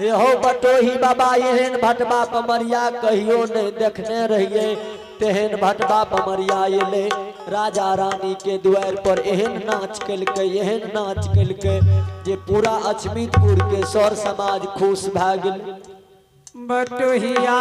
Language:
Maithili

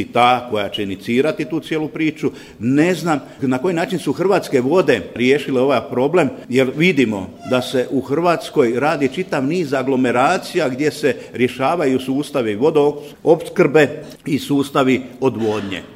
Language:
Croatian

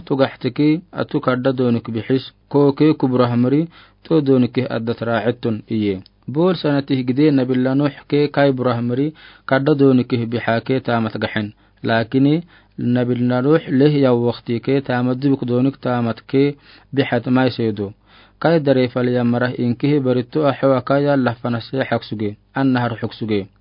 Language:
Afar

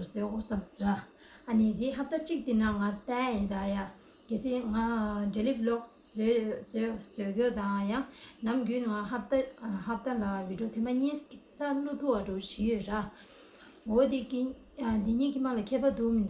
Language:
Tibetan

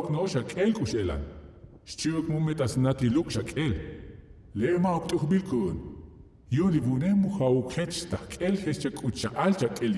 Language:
Tzotzil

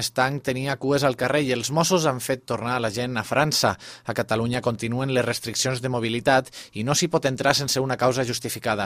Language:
Catalan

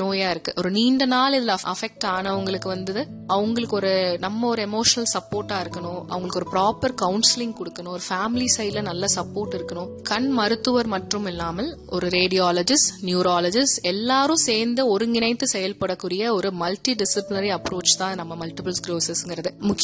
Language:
Tamil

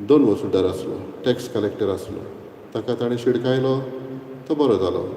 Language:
Konkani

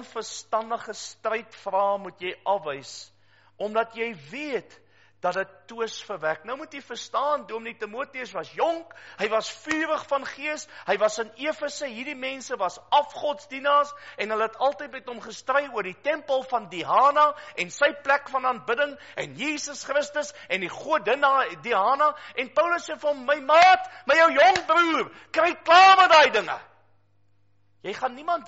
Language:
Afrikaans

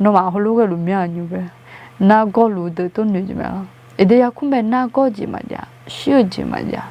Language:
Akha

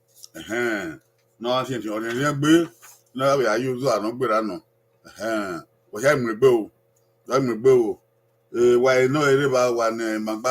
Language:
Bini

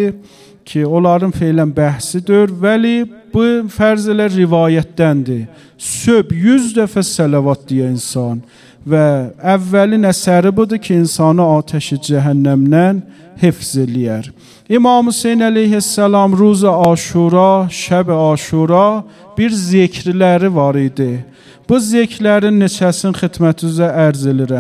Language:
Azerbaijani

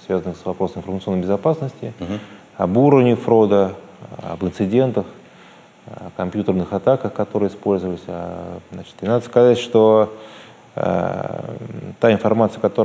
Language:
Russian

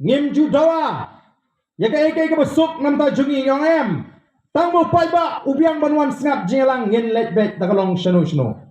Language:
Khasi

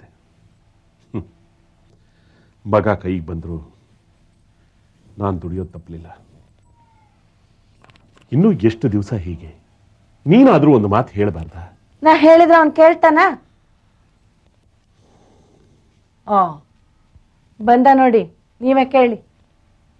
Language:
Kannada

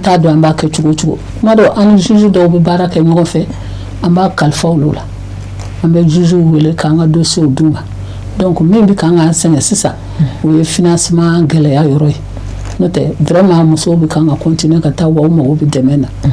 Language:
Bambara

